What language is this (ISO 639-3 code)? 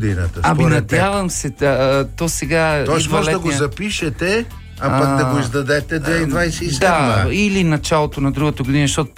bul